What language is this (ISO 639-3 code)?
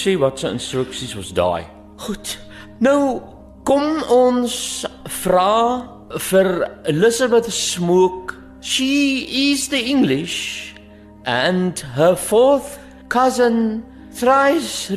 afr